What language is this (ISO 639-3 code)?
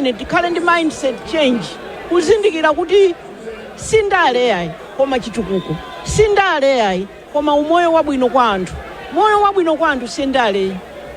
nya